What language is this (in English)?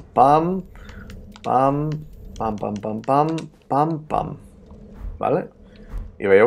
Catalan